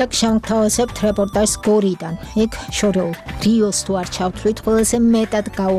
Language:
Georgian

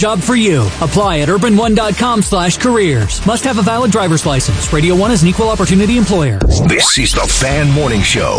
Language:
English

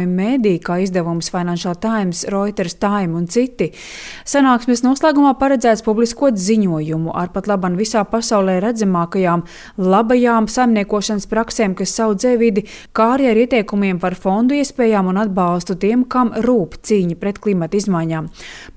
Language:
Latvian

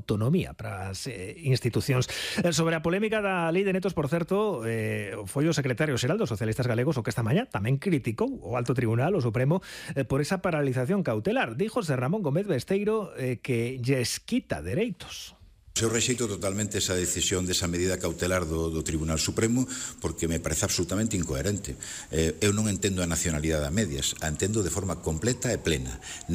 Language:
Galician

